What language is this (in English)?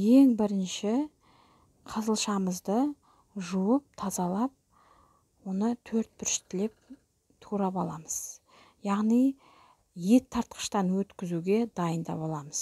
Kazakh